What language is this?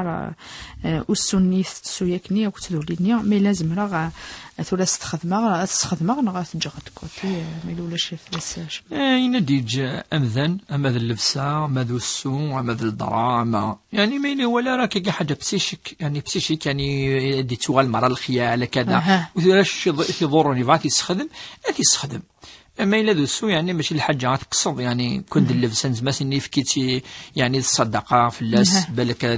Kabyle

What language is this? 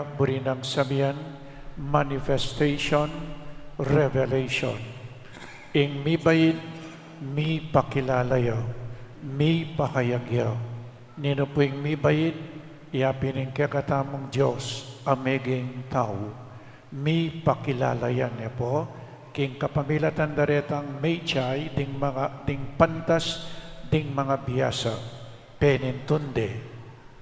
Pampanga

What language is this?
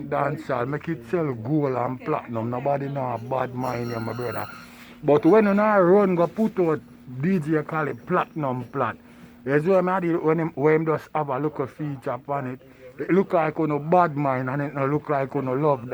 Jamaican Creole English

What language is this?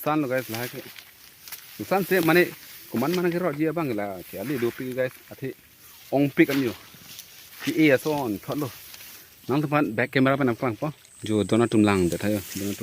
Karbi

